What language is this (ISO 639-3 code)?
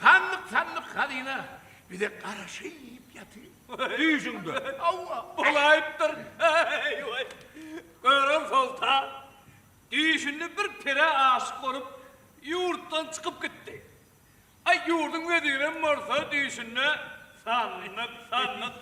tuk